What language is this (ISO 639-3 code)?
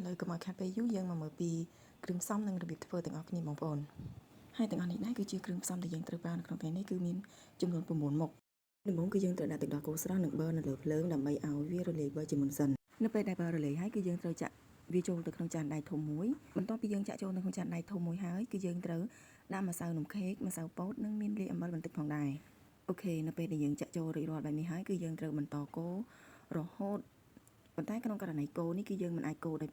khm